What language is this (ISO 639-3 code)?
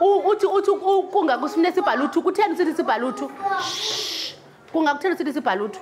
xho